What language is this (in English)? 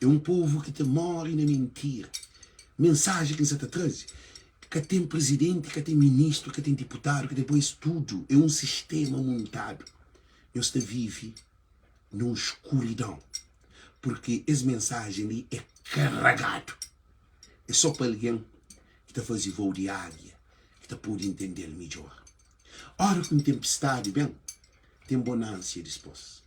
Kabuverdianu